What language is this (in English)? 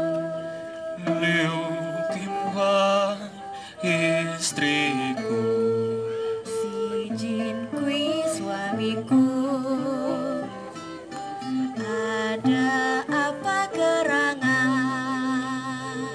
Indonesian